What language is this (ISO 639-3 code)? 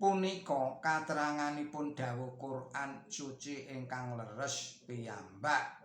jav